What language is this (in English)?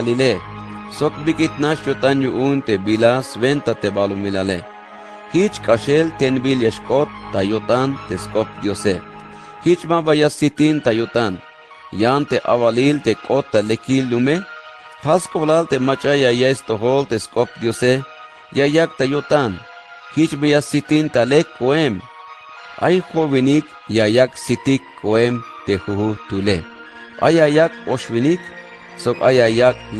Tzeltal